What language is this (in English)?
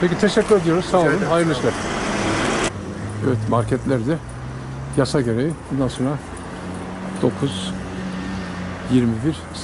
Turkish